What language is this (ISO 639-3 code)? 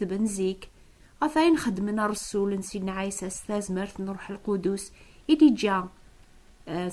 kab